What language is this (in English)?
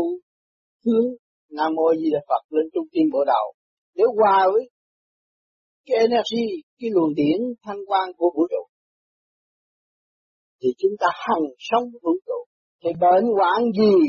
Vietnamese